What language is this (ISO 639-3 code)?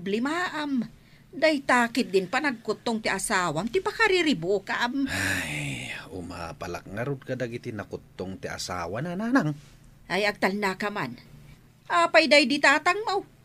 ilo